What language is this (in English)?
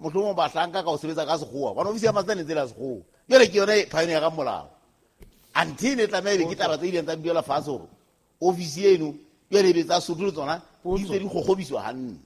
Southern Sotho